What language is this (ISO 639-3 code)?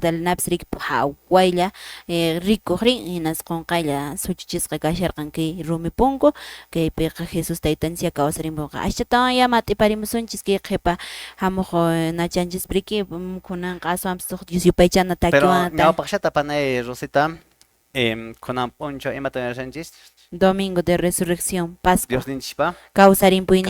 que